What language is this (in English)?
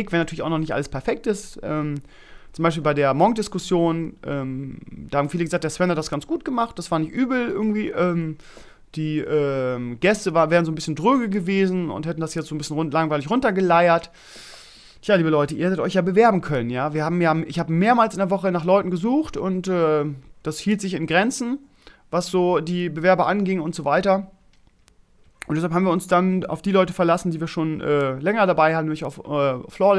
German